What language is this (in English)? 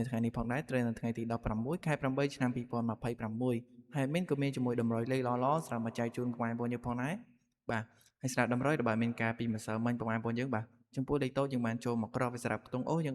Khmer